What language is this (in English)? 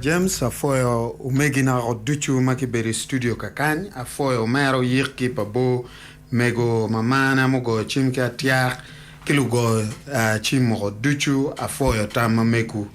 Acoli